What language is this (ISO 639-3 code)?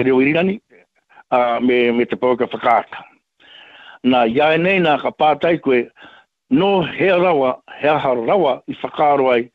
mri